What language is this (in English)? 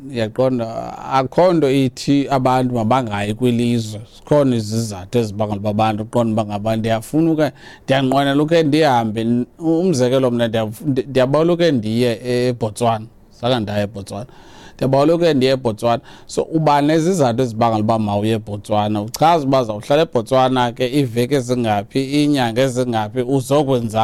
Xhosa